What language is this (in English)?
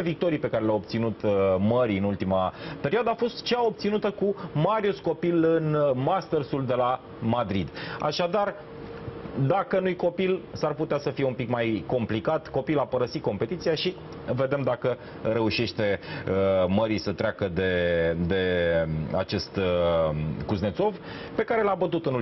Romanian